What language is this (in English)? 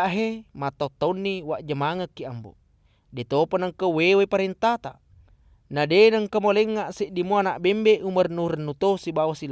Buginese